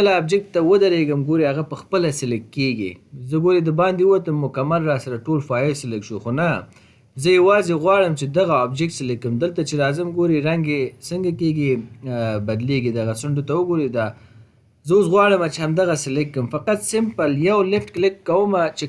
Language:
Pashto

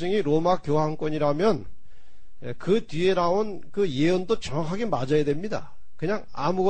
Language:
Korean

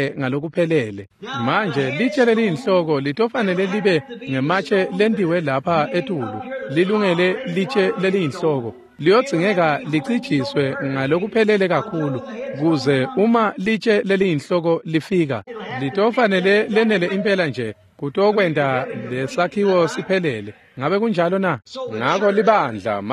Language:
Swati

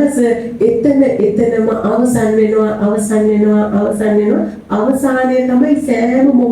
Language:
Sinhala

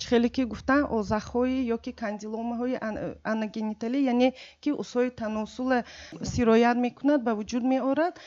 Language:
Tajik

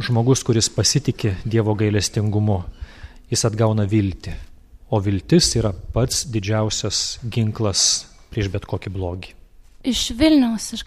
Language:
Lithuanian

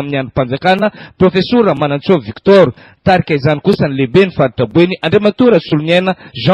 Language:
Malagasy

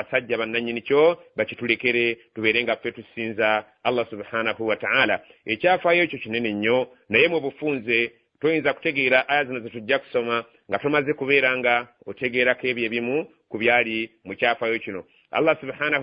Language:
Ganda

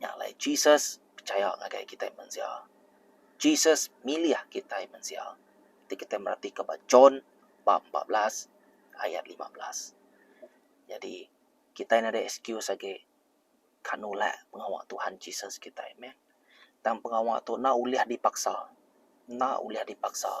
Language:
Iban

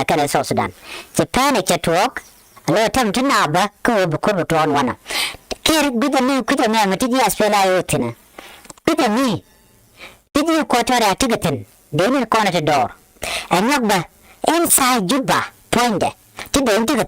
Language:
Nuer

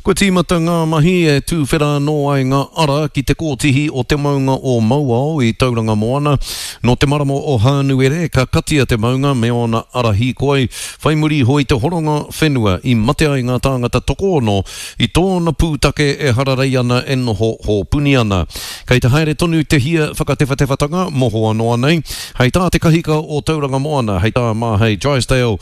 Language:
Māori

